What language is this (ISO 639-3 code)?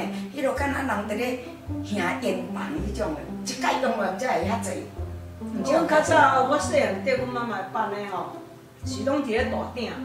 nan